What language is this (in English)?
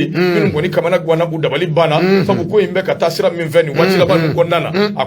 Bambara